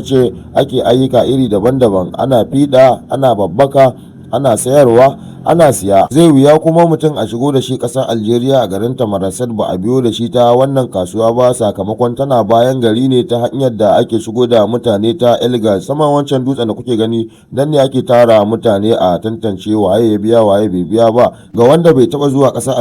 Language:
Hausa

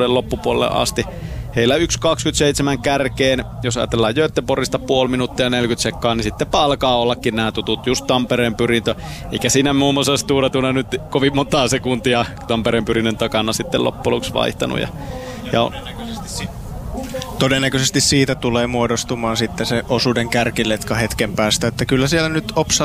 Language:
Finnish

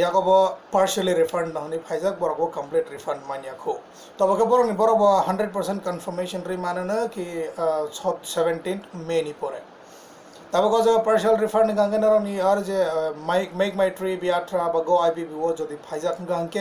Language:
Kok Borok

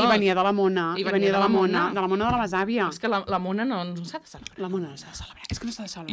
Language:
Catalan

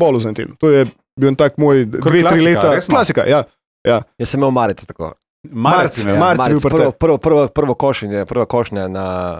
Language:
Slovenian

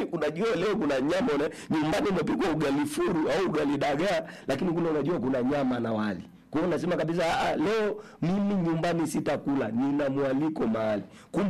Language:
Swahili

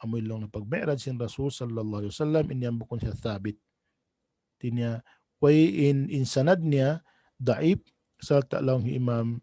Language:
Tausug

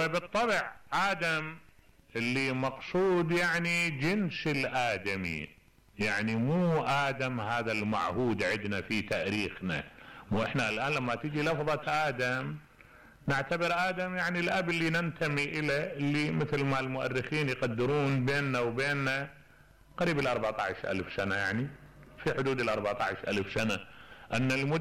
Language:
Mesopotamian Arabic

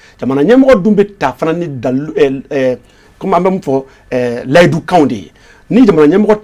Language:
Bambara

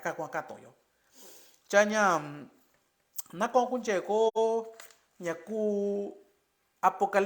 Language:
Mixtepec Mixtec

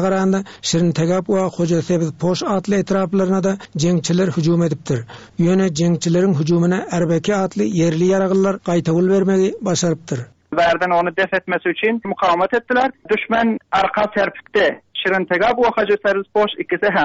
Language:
Turkmen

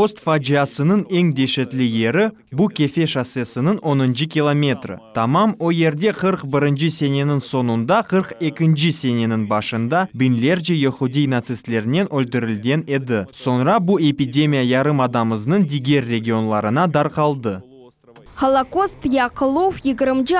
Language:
Crimean Tatar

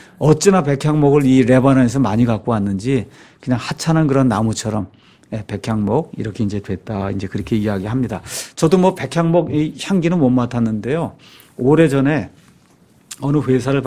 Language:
Korean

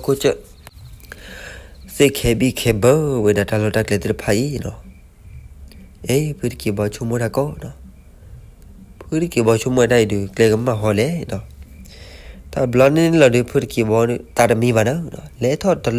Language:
S'gaw Karen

